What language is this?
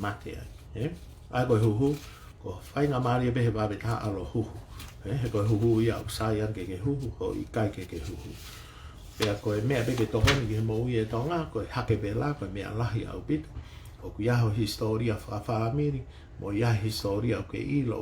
Tongan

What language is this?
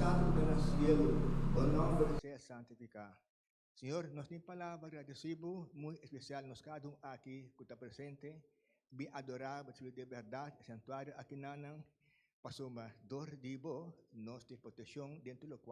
Papiamento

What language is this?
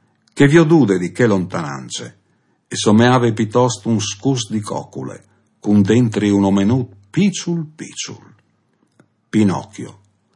Friulian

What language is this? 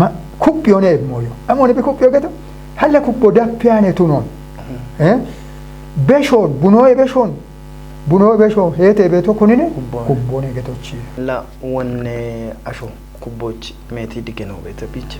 Kafa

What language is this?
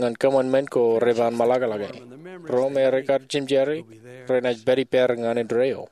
Marshallese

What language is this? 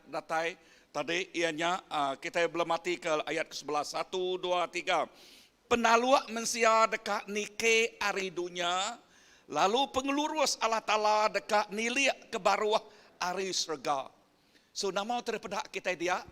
Iban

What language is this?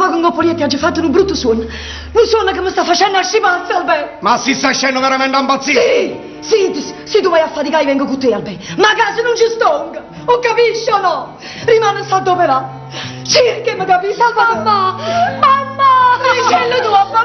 Neapolitan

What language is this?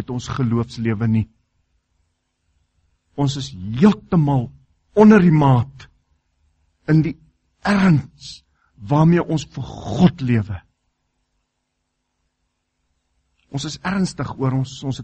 Afrikaans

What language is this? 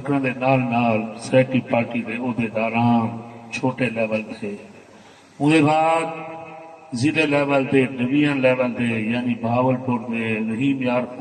Saraiki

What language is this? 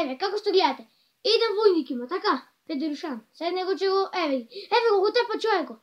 Macedonian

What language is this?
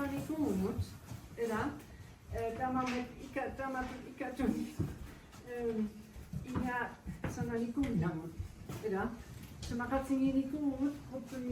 Kalaallisut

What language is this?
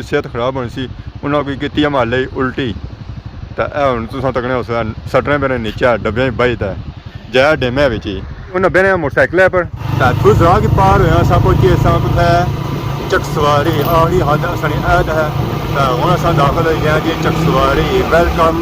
Pahari-Potwari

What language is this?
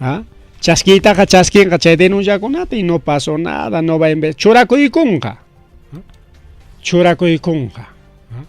Ayacucho Quechua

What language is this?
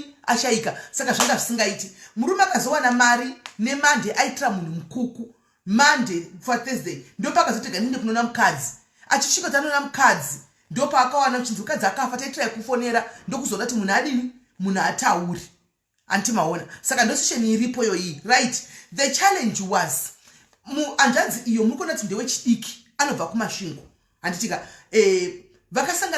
Shona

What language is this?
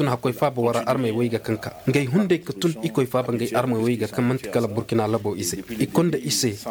Koyraboro Senni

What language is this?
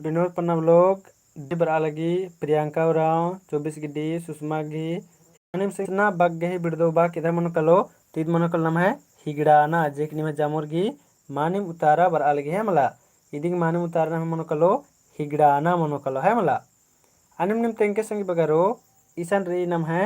Kurukh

